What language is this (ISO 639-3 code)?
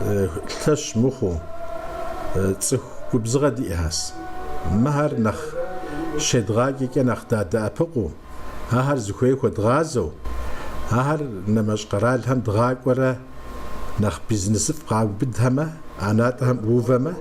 kbd